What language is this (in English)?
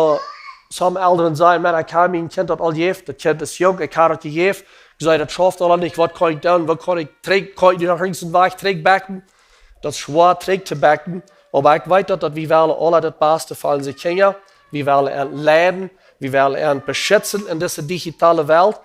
Plautdietsch